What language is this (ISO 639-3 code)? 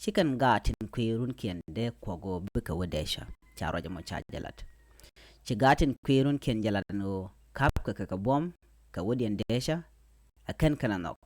nus